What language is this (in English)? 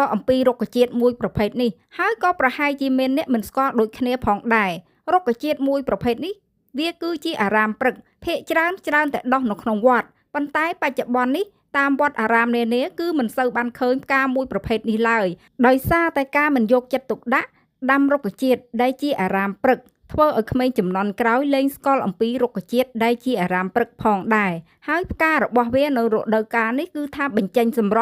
Khmer